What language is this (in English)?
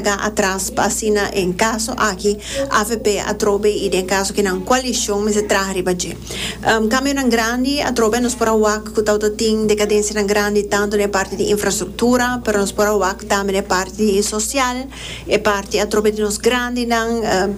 Papiamento